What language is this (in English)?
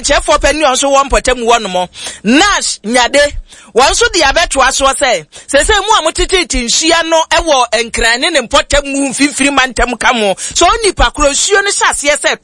Akan